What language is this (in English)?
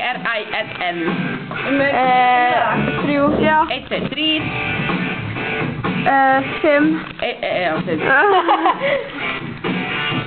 Icelandic